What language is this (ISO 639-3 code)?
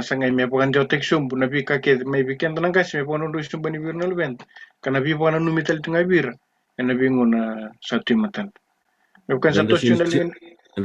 fij